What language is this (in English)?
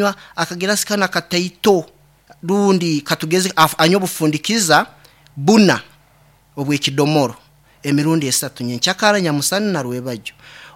Nyankole